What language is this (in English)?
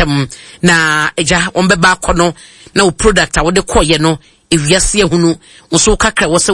Akan